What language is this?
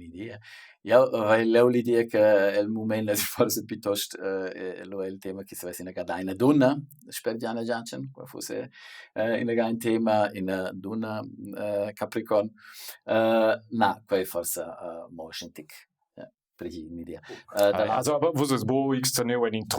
Romansh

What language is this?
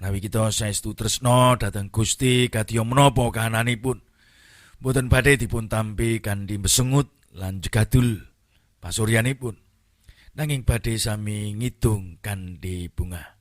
Javanese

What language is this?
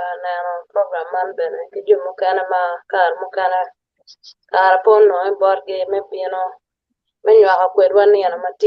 Acoli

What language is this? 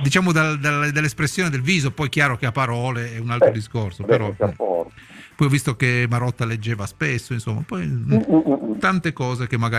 Italian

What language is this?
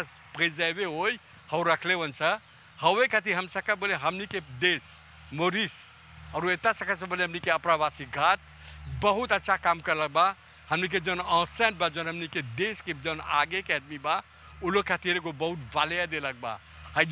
Bhojpuri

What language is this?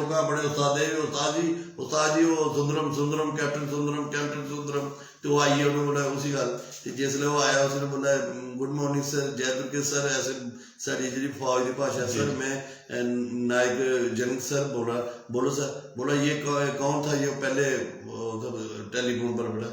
Dogri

